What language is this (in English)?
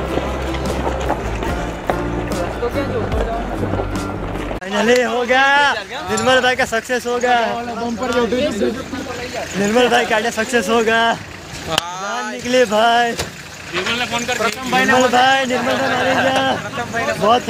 Hindi